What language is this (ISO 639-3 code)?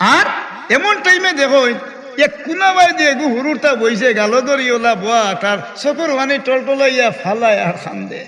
syl